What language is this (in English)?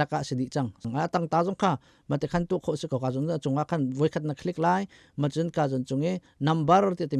Hakha Chin